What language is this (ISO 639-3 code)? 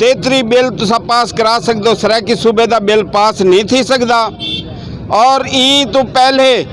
skr